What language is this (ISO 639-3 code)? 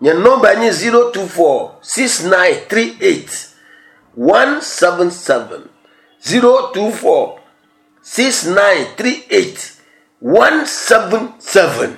ewe